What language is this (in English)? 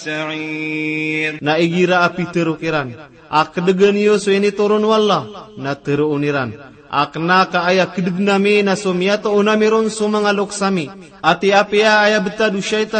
Maranao